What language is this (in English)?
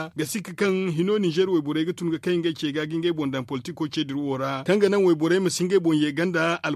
Zarma